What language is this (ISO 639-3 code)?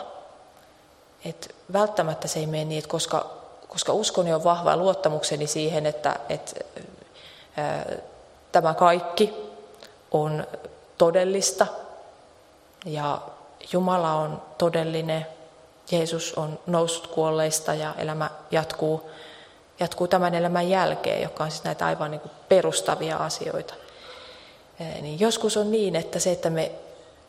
fin